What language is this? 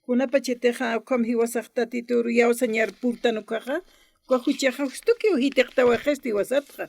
Aymara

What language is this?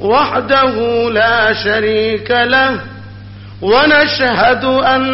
Eastern Balochi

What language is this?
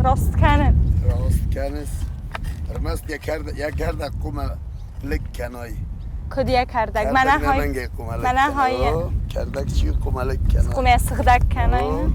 Ossetic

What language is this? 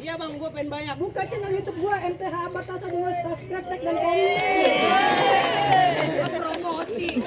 Betawi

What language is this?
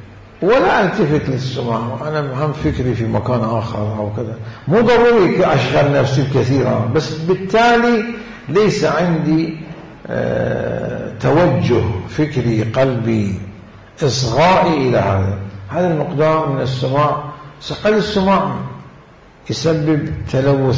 Mesopotamian Arabic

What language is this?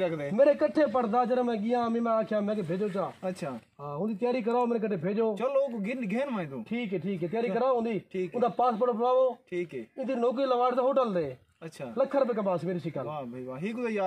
Saraiki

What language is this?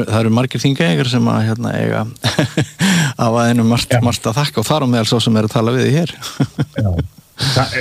Icelandic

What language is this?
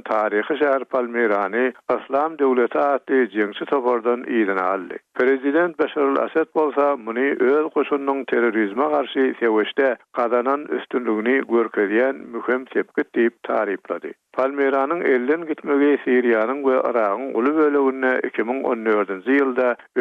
Turkmen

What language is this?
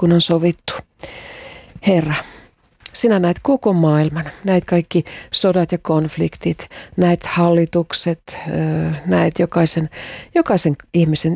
Finnish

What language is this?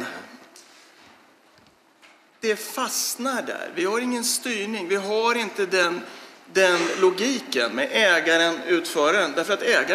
Swedish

